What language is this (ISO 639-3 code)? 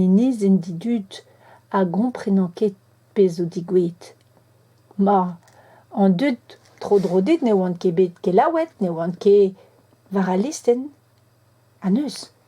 bre